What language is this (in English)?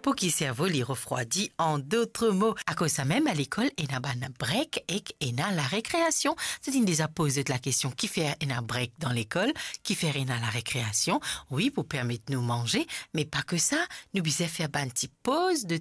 Morisyen